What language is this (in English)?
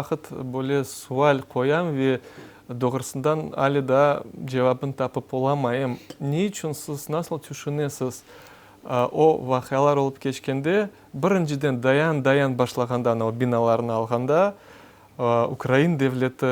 Crimean Tatar